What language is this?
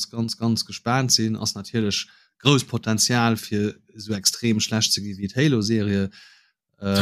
Luxembourgish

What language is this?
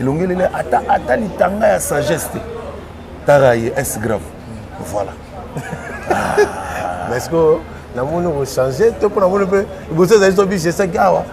Lingala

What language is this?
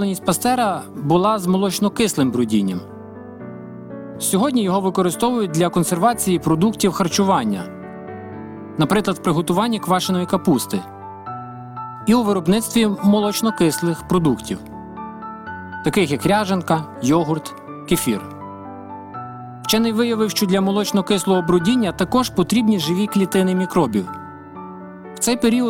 Ukrainian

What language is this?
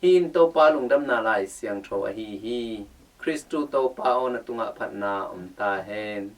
Tedim Chin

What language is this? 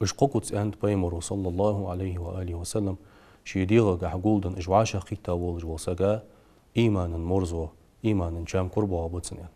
Ingush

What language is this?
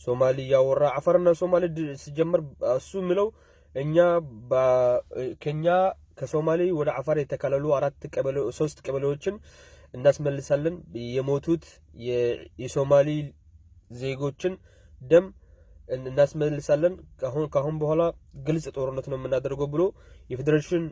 Amharic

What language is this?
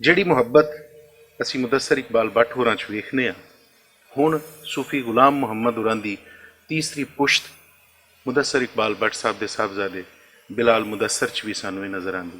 Western Panjabi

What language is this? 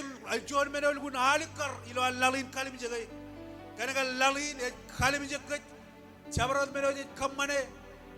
Marshallese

